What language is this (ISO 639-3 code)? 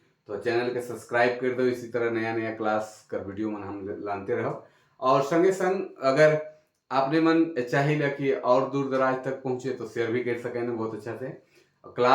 sck